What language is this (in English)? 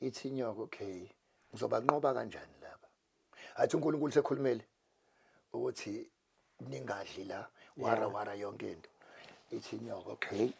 Zulu